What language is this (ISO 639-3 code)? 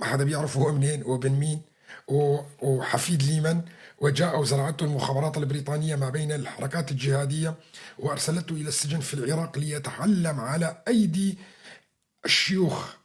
apc